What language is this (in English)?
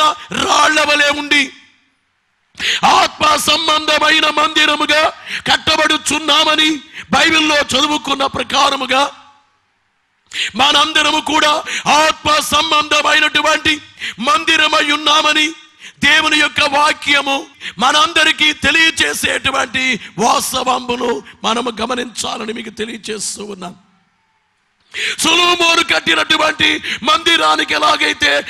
Telugu